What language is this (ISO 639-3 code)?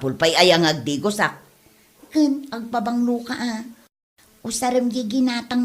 ilo